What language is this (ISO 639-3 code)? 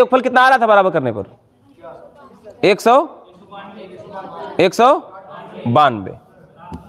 hin